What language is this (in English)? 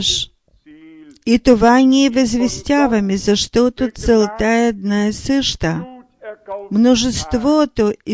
Bulgarian